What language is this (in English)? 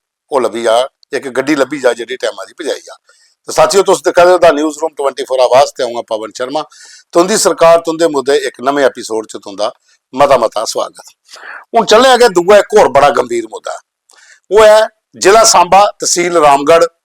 Dogri